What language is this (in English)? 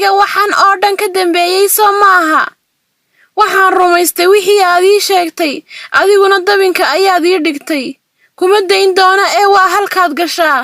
Somali